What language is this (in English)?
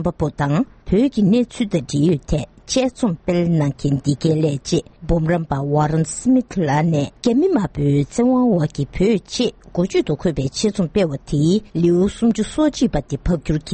Tibetan